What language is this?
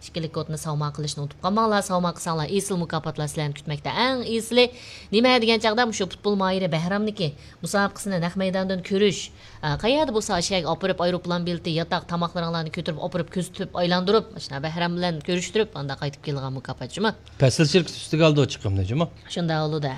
Uyghur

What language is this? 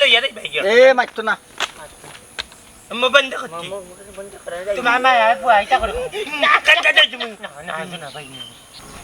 Sylheti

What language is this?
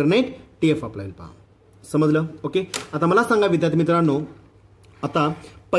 Marathi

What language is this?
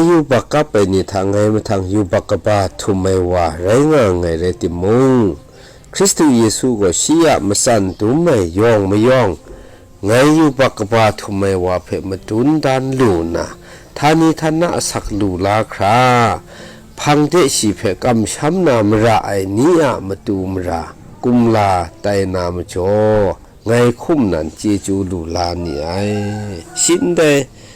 Kachin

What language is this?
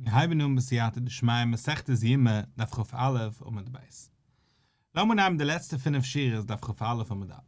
Yiddish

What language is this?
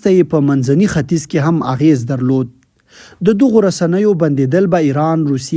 Pashto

